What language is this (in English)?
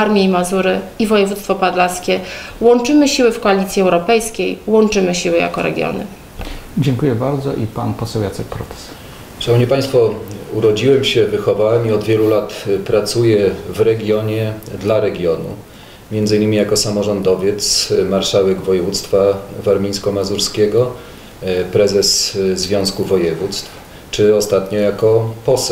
Polish